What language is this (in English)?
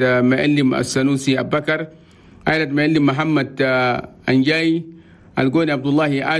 Chadian Arabic